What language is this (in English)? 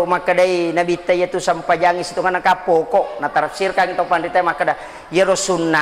Buginese